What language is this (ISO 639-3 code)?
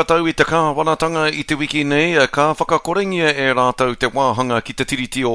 mri